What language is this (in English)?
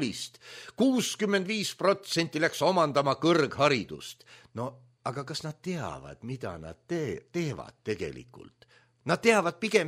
Estonian